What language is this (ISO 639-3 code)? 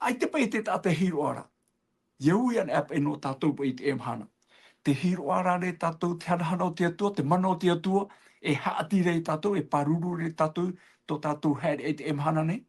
tah